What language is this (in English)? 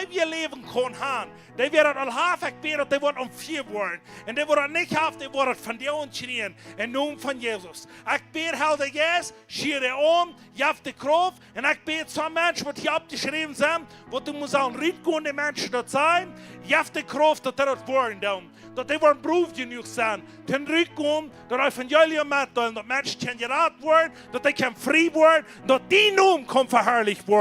Plautdietsch